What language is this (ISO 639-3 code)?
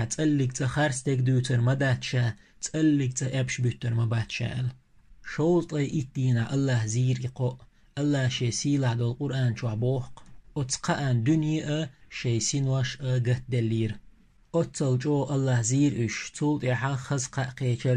che